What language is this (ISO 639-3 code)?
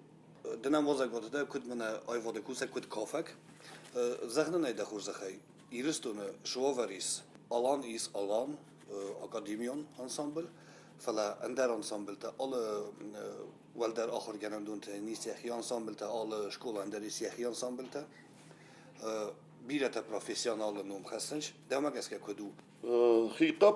oss